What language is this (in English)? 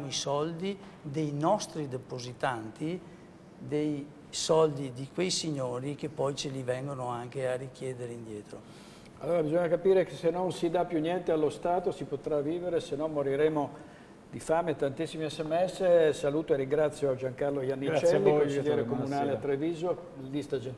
Italian